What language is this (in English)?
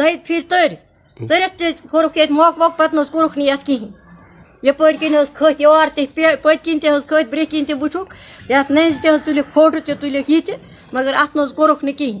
Kashmiri